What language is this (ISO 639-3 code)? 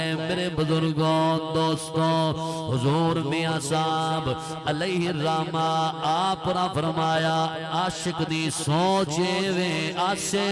skr